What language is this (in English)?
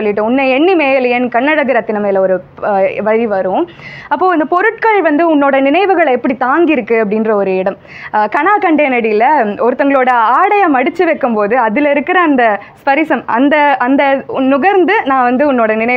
Tamil